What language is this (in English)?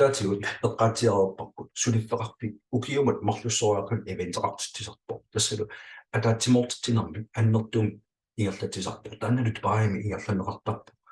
Kalaallisut